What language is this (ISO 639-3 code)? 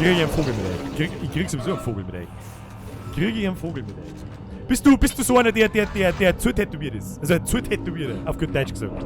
bar